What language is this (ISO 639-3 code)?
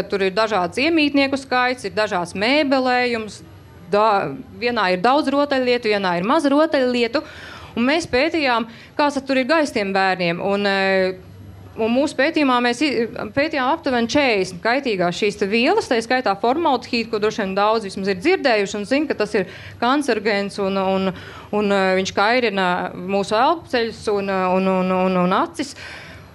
lav